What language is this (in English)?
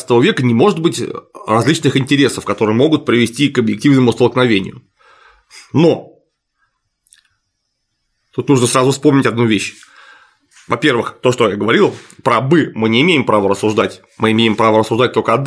Russian